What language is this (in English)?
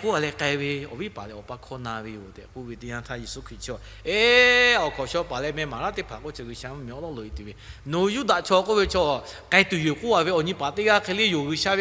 Lahu